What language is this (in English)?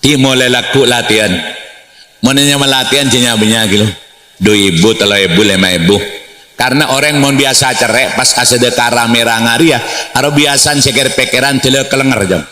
Madurese